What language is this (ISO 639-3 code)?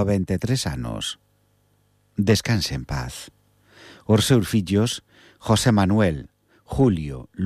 glg